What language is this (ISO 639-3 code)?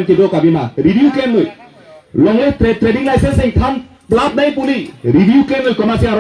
mjw